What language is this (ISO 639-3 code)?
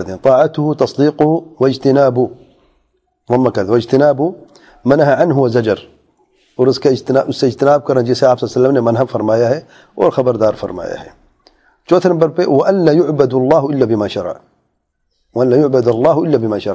urd